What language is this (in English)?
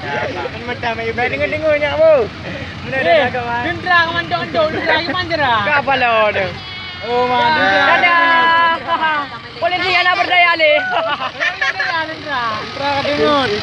Achinese